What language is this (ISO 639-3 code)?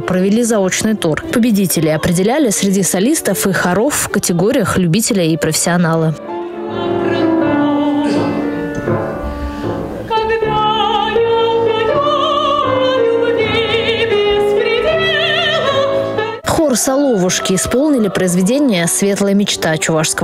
rus